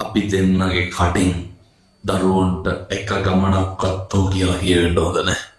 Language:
Sinhala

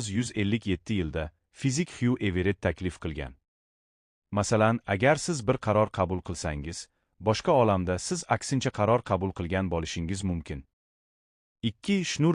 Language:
Uzbek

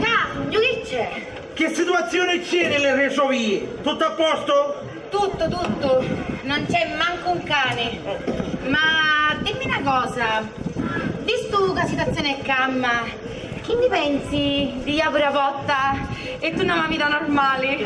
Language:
Sicilian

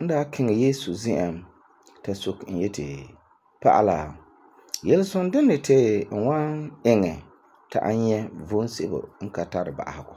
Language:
Frafra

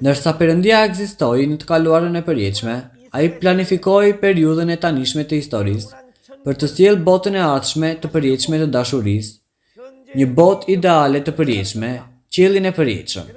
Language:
Albanian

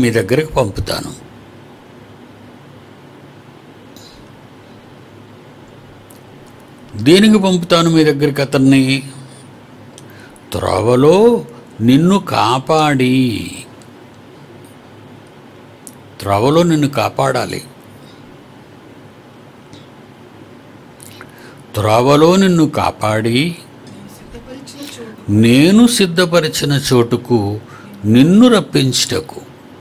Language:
Telugu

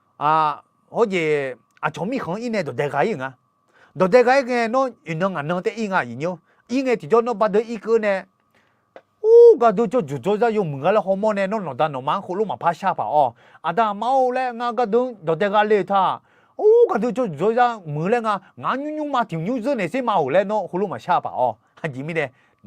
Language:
Akha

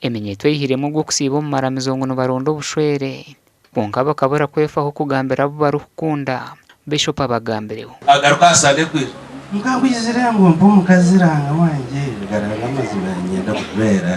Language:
Nyankole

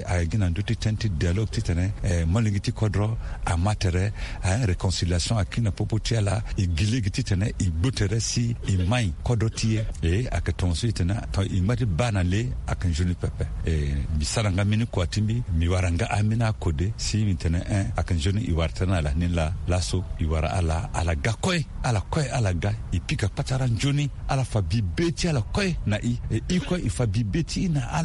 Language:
Sango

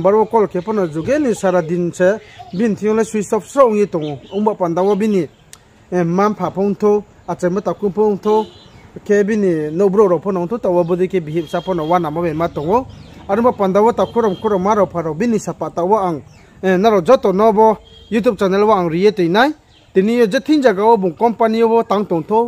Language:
Riang (India)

